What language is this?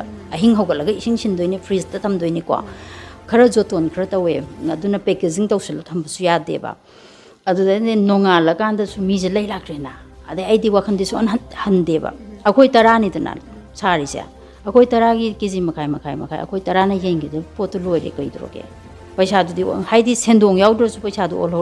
Manipuri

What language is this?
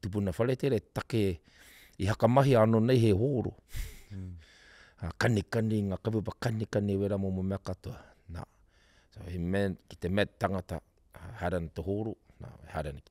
Māori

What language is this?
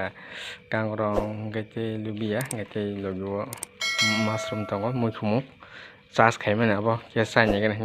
Kok Borok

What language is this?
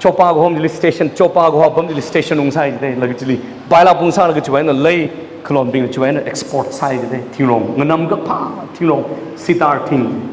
Tangkhul Naga (India)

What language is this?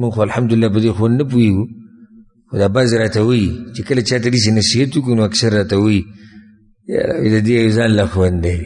Pashto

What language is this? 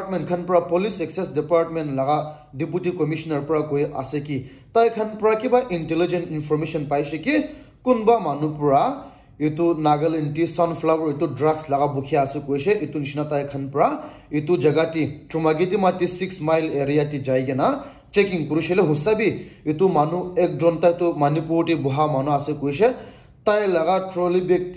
Naga Pidgin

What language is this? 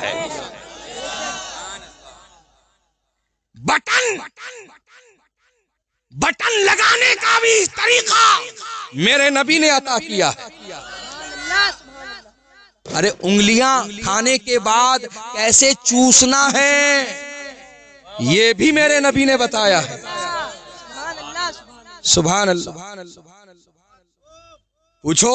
Urdu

